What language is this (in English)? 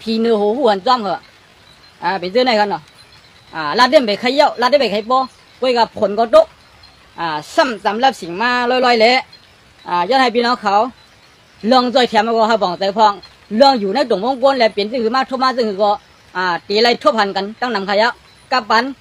Shan